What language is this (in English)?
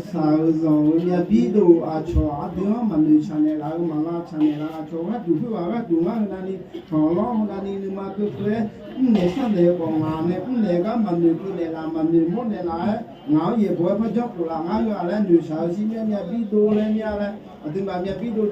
Akha